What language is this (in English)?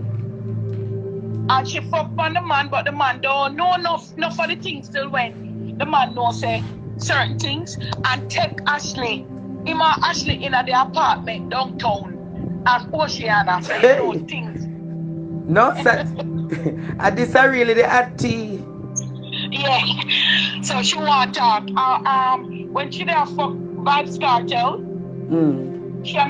Jamaican Creole English